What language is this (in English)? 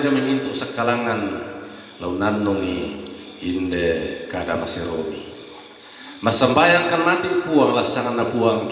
Toraja-Sa'dan